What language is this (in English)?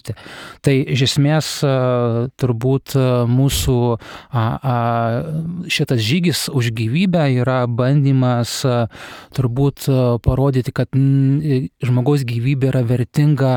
Lithuanian